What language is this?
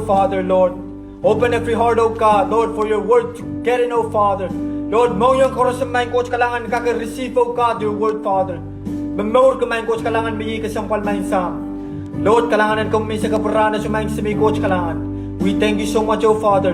Pohnpeian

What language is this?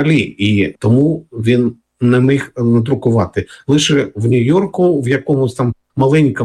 Ukrainian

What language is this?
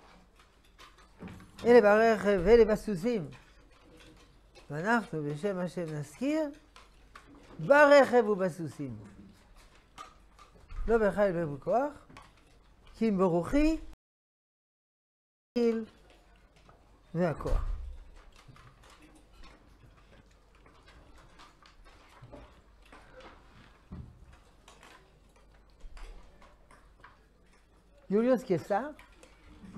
Hebrew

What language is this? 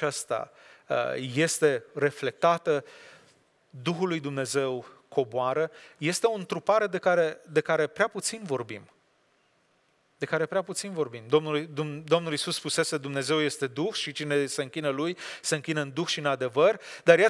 Romanian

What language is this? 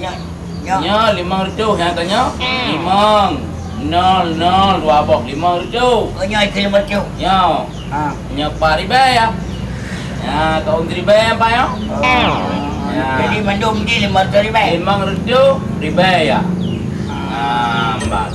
Achinese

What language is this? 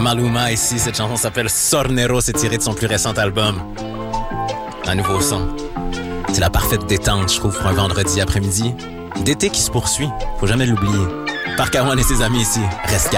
French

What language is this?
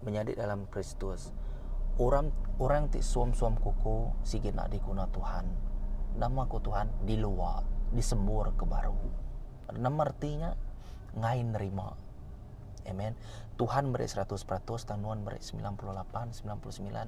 Iban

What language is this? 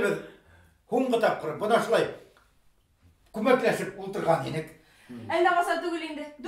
Bashkir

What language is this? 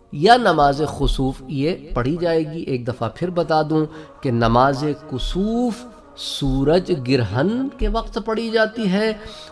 Urdu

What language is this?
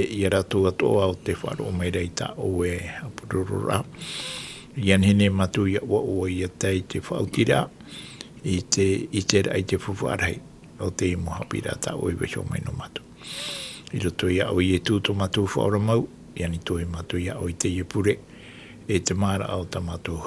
Tahitian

